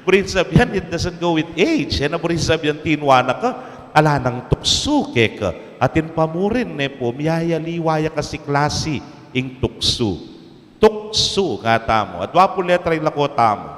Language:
Pampanga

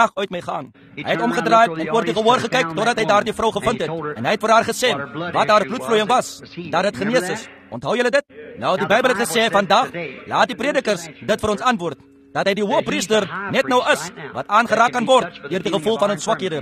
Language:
Afrikaans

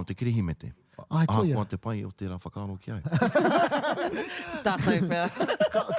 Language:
Māori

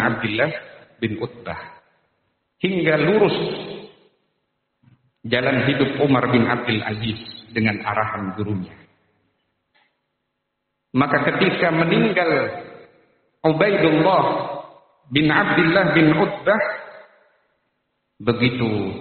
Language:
Indonesian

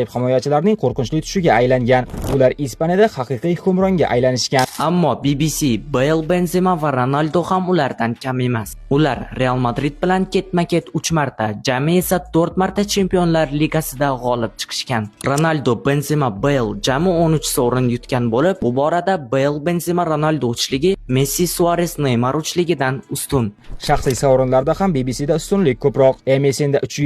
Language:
Uzbek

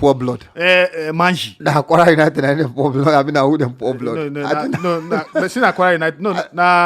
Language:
Nigerian Pidgin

